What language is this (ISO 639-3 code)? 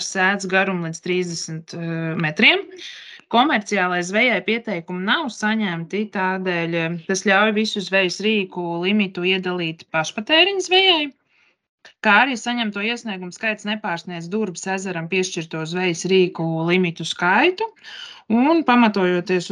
lav